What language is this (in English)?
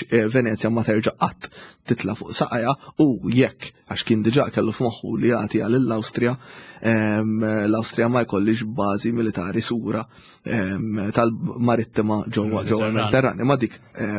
Maltese